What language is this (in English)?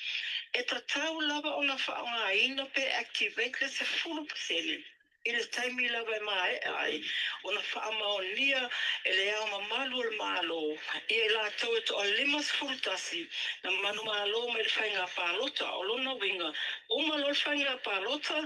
Samoan